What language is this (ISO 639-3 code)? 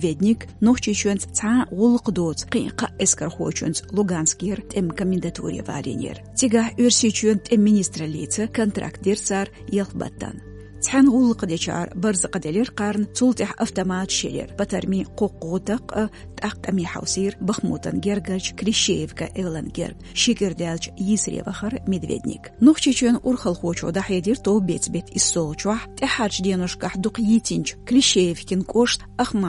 che